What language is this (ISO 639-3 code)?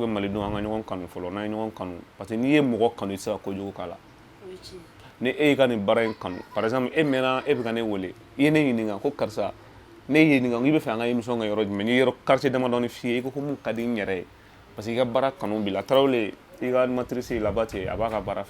bam